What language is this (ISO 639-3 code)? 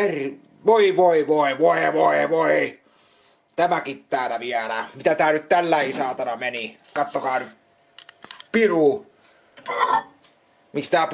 fin